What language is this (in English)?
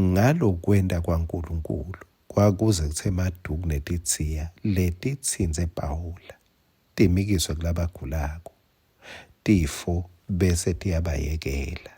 Swati